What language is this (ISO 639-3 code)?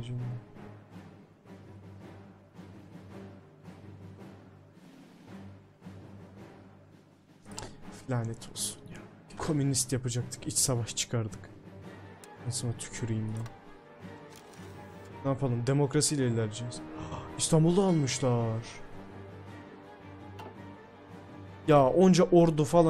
tur